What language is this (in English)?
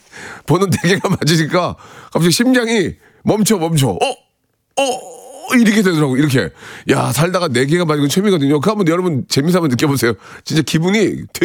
Korean